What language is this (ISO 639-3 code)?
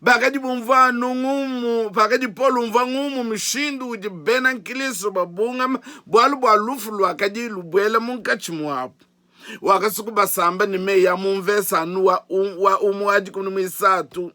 lua